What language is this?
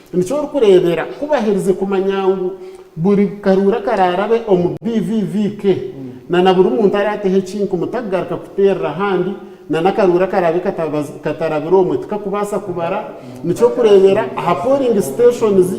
Nyankole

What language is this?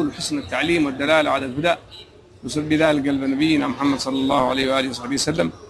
Arabic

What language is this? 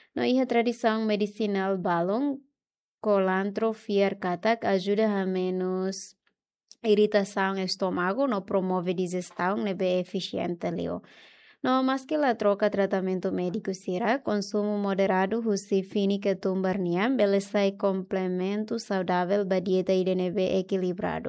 Tetum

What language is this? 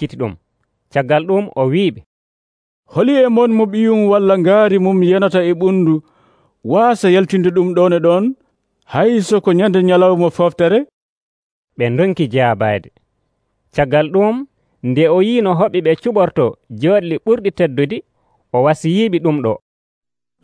Nigerian Fulfulde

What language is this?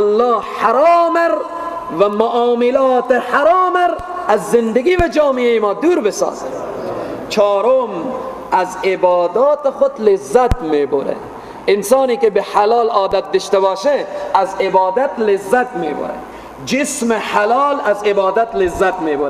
Persian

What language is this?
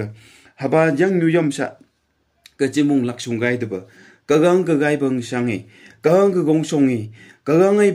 Phom Naga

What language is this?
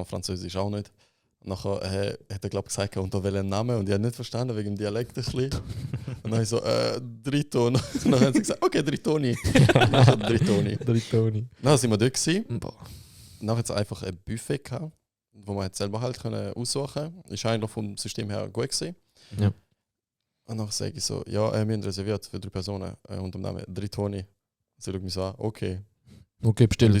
Swiss German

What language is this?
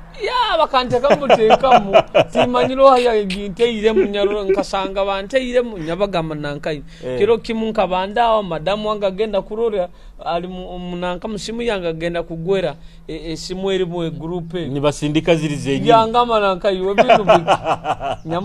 Nyoro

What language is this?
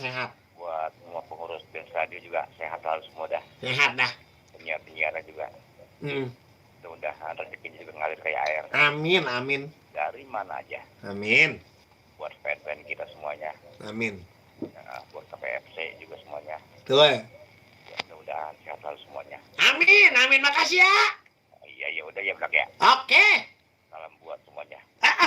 Betawi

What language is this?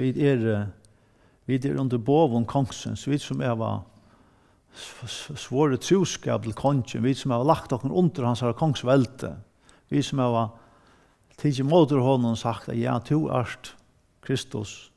Faroese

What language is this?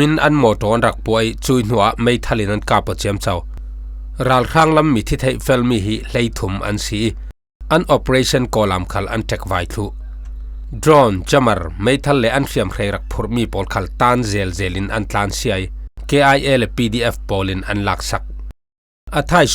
Falam Chin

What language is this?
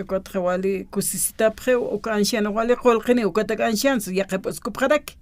Aymara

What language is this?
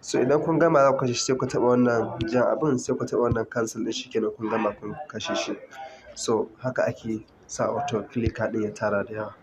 Hausa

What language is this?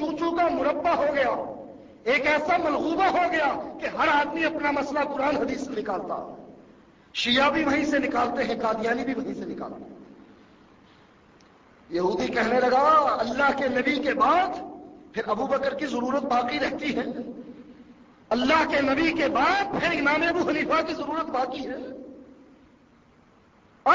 Urdu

